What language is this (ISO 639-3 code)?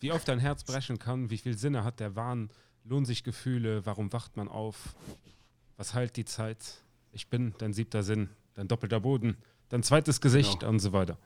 ltz